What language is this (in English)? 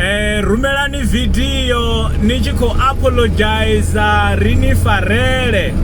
Venda